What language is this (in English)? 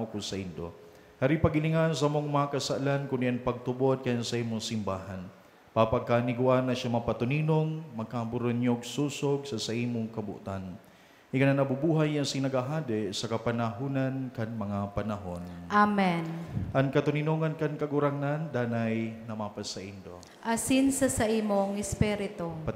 Bikol